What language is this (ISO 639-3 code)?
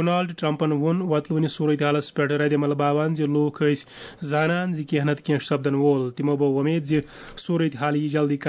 kas